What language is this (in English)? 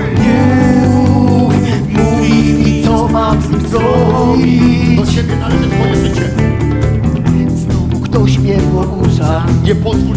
Polish